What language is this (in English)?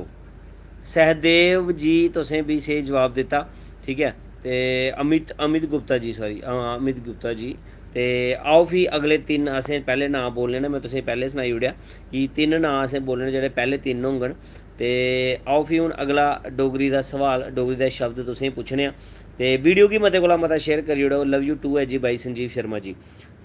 Dogri